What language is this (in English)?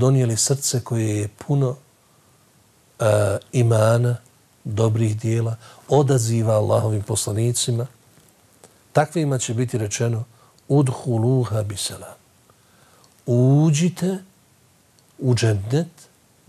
Bosnian